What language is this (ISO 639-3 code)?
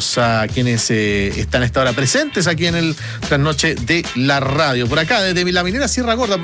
spa